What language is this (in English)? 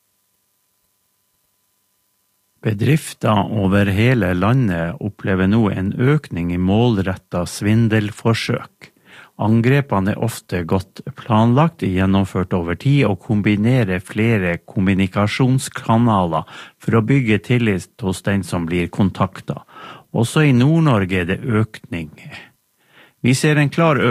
Norwegian